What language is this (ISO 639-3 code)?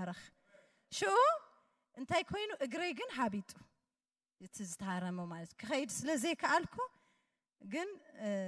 tir